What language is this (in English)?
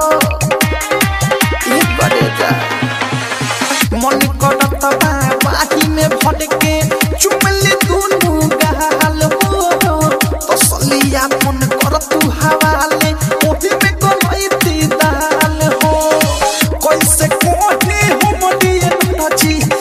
Bhojpuri